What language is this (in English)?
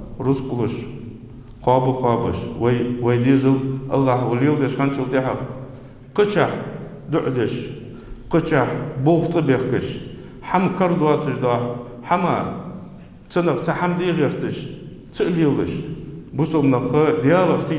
Ingush